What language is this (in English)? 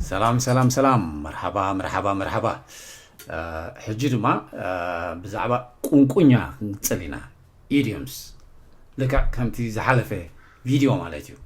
Tigrinya